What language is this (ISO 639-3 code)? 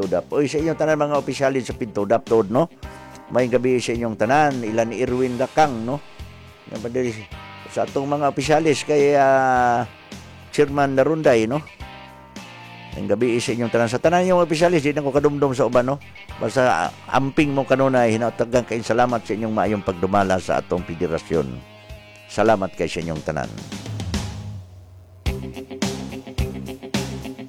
ceb